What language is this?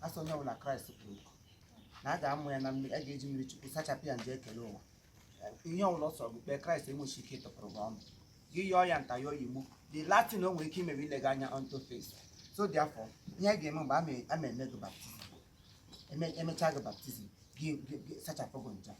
Igbo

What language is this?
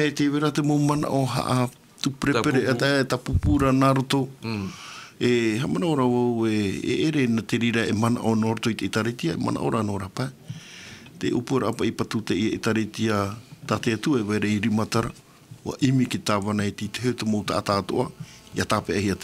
Tahitian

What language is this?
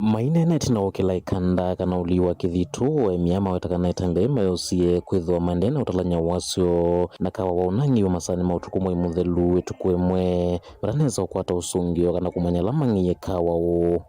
Kamba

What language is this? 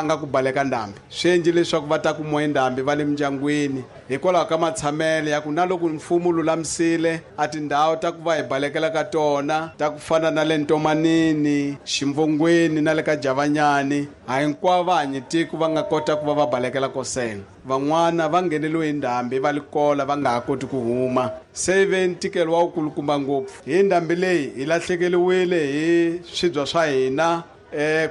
Tsonga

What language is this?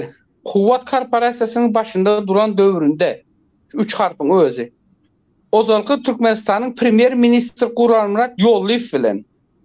Turkmen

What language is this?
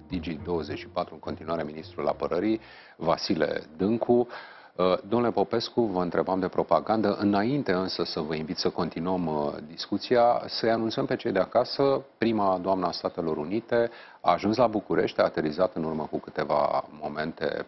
Romanian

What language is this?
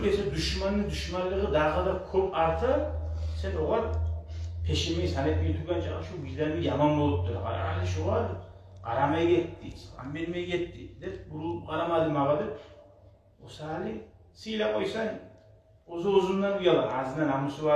Kumyk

